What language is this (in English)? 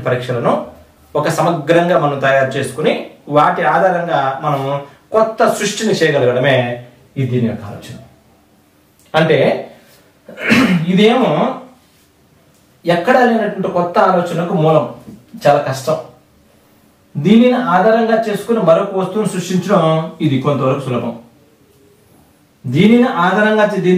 Telugu